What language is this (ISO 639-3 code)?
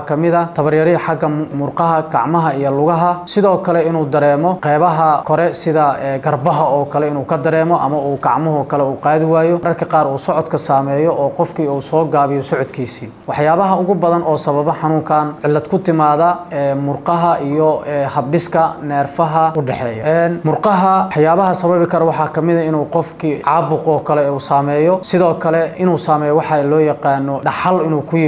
som